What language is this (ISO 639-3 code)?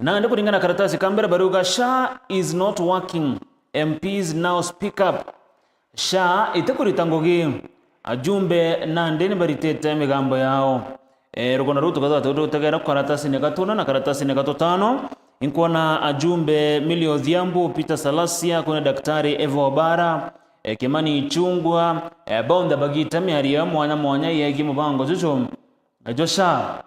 mer